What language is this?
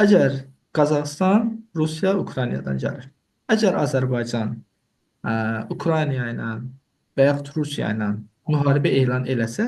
Azerbaijani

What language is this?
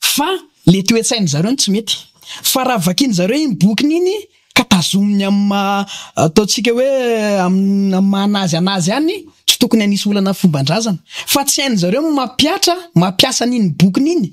Malagasy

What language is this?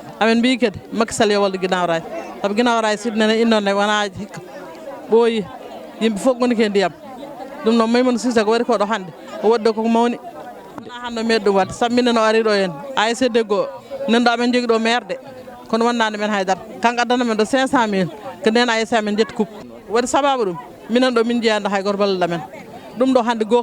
Fula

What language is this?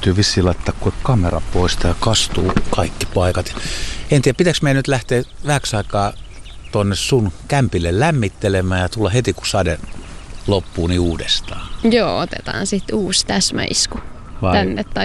Finnish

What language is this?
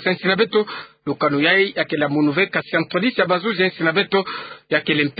Kituba (Democratic Republic of Congo)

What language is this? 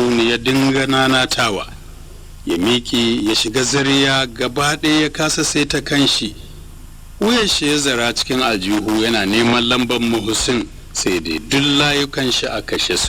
Hausa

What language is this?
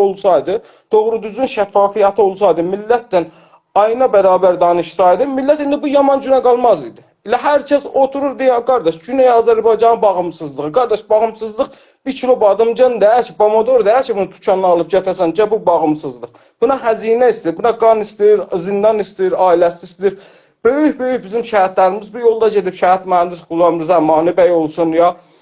South Azerbaijani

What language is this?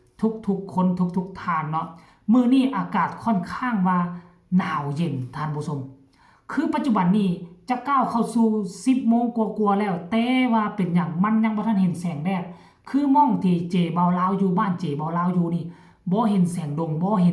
Northeastern Thai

